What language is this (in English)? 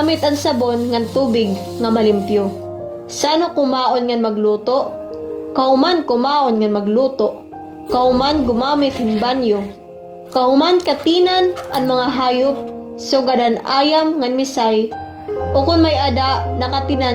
Waray